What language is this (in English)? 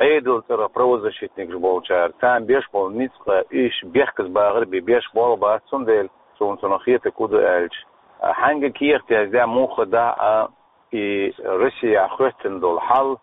Chechen